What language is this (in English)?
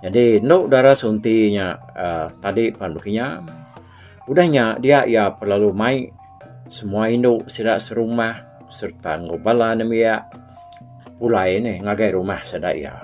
Iban